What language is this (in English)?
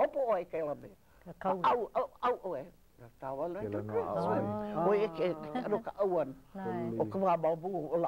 Hawaiian